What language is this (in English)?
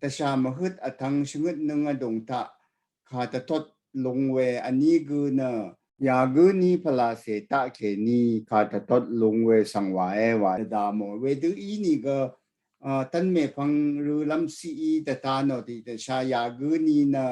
Rawang